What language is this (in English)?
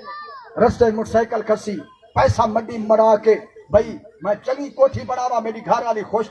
Saraiki